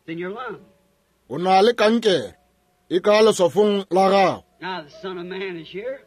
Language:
Northern Sotho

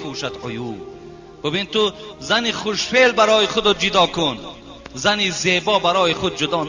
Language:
Tajik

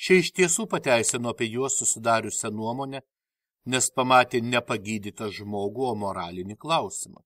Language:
Lithuanian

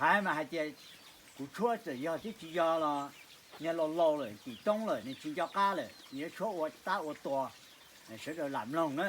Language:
Hmong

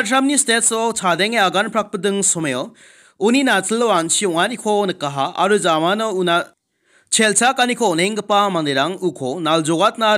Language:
Garo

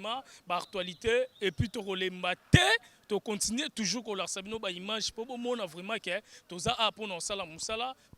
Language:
Lingala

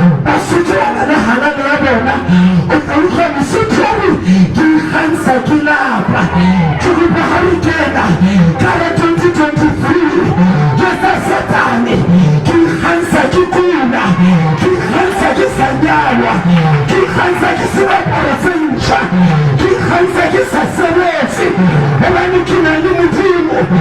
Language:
Southern Sotho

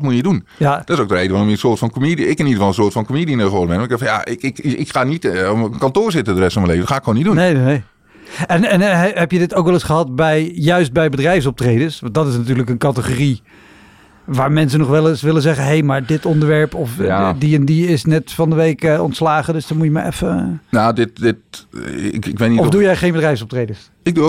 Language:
Dutch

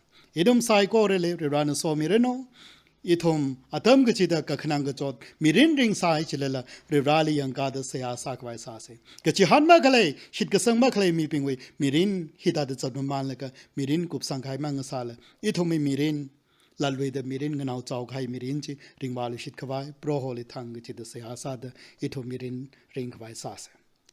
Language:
Tangkhul Naga (India)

